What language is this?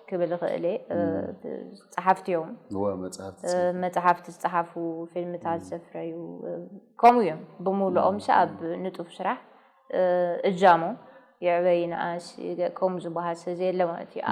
Tigrinya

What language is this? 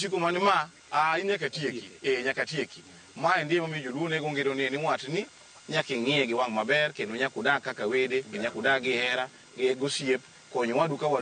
Luo (Kenya and Tanzania)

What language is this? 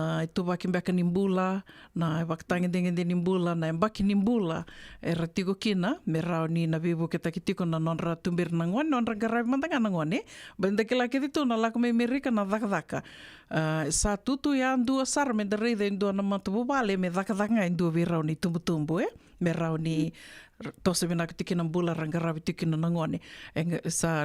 Fijian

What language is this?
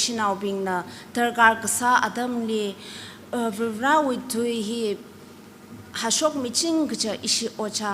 Tangkhul Naga (India)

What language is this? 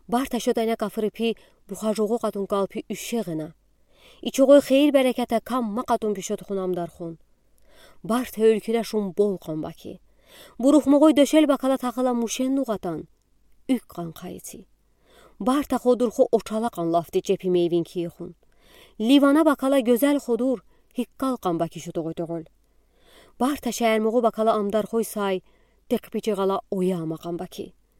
Udi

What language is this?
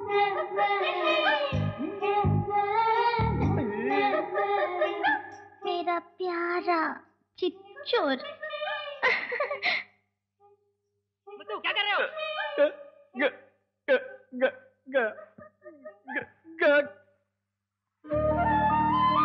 Hindi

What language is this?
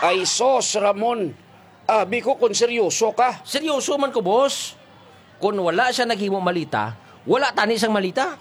Hiligaynon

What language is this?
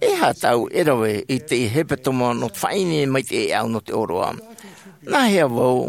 Tahitian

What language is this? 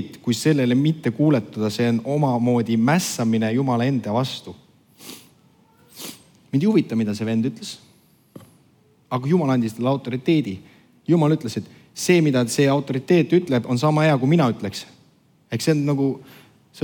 Estonian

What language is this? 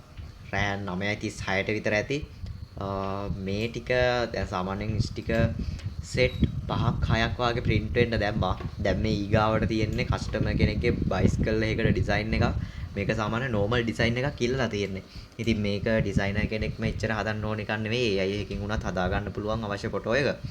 Sinhala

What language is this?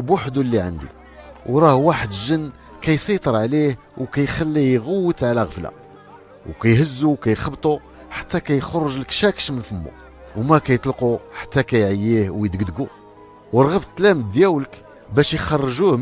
Moroccan Arabic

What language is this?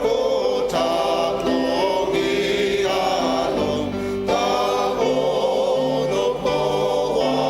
Ao Naga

